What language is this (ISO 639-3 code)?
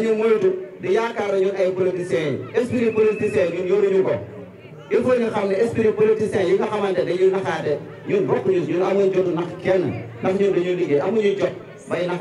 wol